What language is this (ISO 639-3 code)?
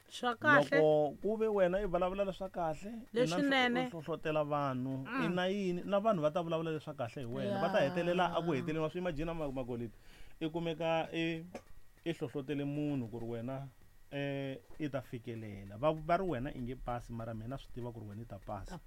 tso